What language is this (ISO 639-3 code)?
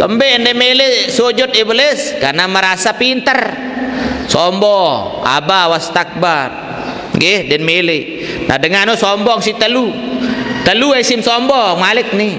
sas